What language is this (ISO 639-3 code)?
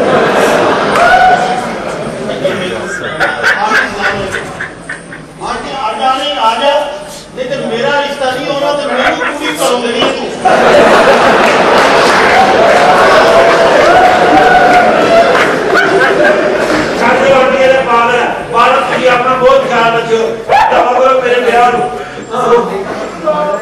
pan